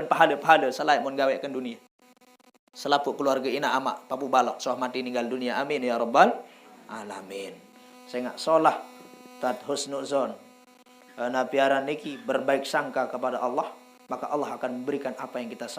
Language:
Sasak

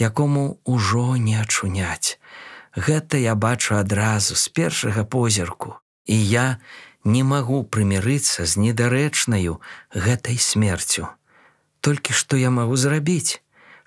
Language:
Belarusian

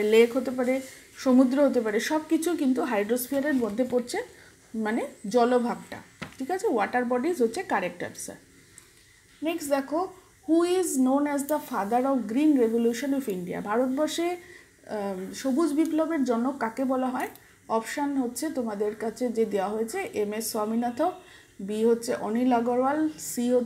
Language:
Bangla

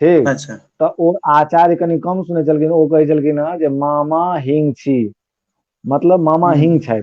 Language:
Maithili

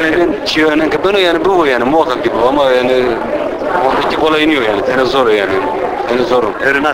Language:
Zaza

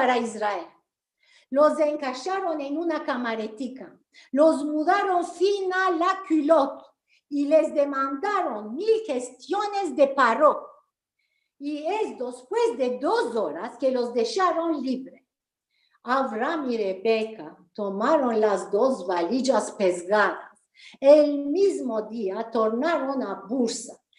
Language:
Ladino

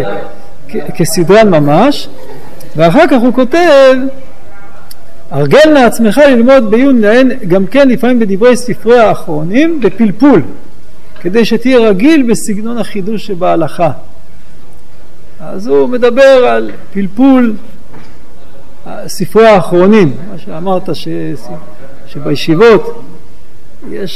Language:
Hebrew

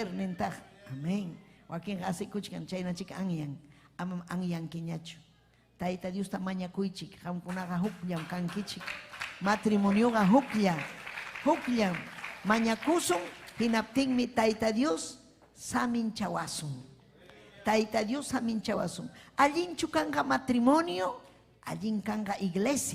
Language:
Ayacucho Quechua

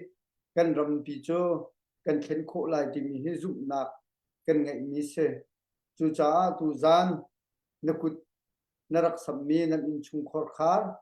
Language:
Hakha Chin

